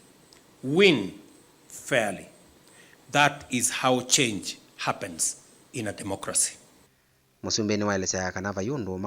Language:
Kamba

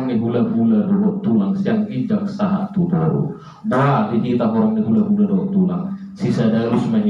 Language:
Batak Toba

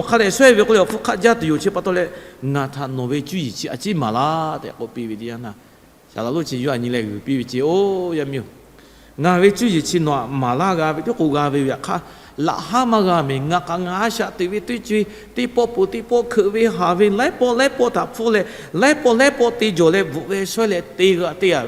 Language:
Lahu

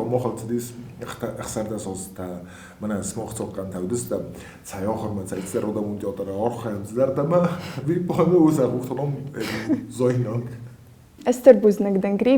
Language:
Ossetic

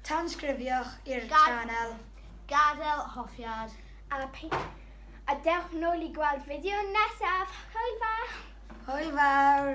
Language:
Welsh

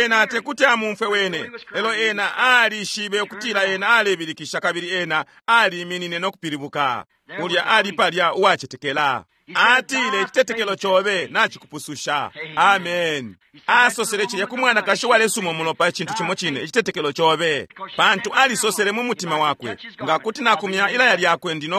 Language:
Bemba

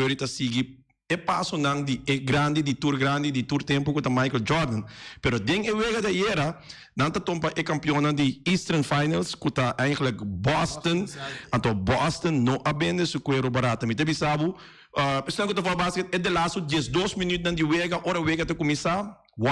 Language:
Papiamento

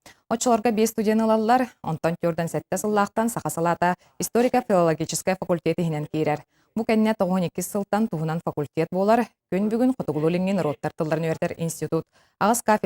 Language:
Yakut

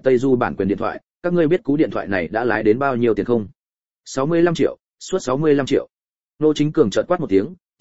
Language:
Vietnamese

